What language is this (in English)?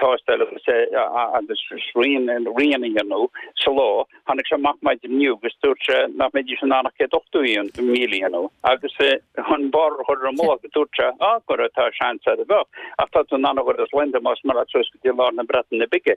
Irish